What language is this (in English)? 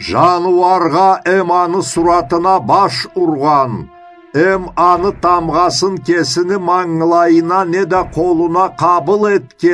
Karachay-Balkar